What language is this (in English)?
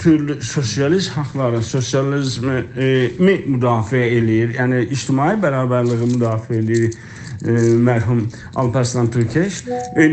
South Azerbaijani